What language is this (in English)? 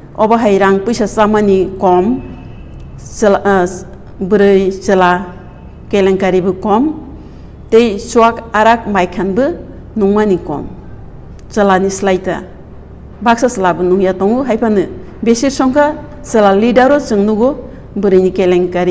Kok Borok